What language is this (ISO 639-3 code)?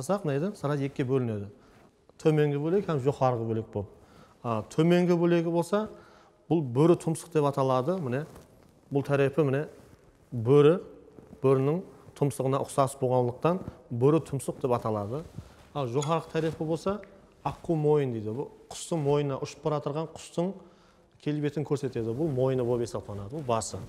kaa